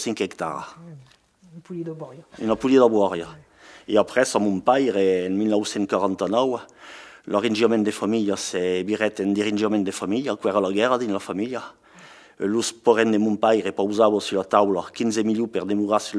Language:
Occitan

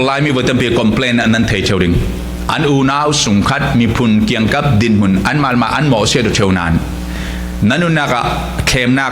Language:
Falam Chin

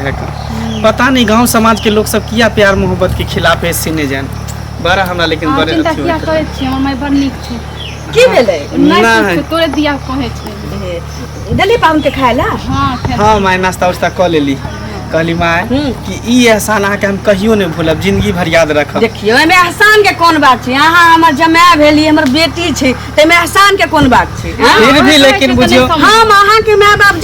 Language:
Maithili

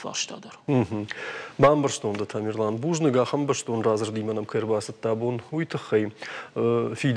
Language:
Ossetic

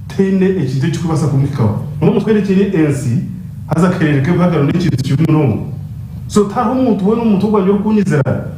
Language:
Nyankole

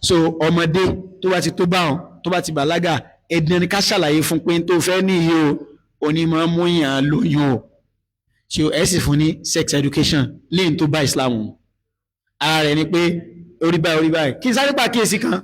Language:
Yoruba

